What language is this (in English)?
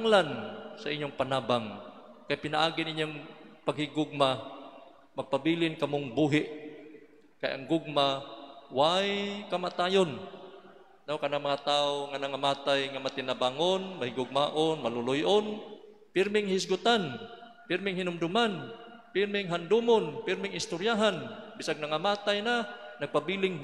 Cebuano